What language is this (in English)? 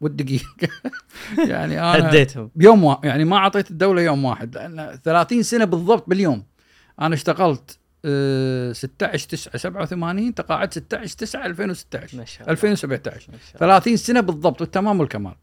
Gulf Arabic